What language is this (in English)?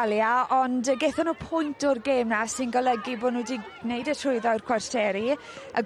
Welsh